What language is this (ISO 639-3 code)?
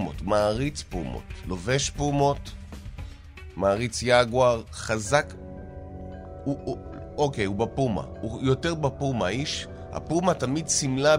heb